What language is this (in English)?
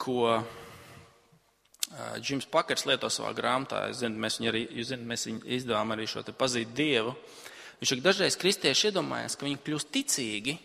Latvian